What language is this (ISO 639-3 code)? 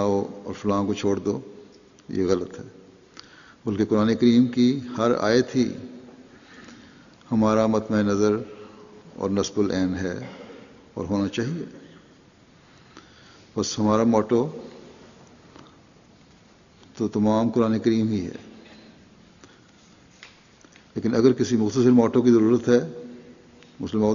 urd